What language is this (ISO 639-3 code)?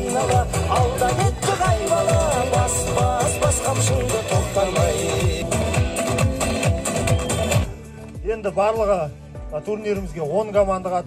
kaz